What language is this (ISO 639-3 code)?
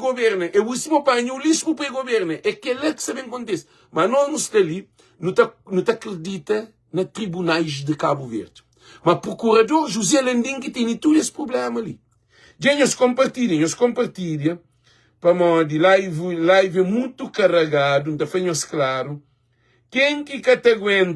kea